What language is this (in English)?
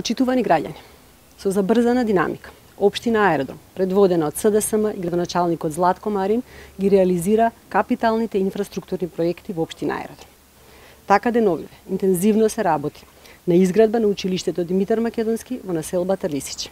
Macedonian